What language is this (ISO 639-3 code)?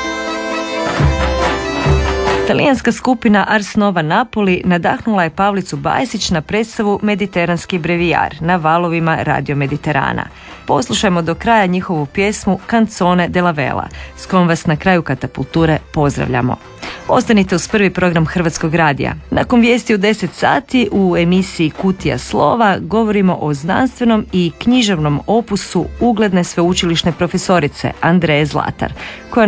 hrv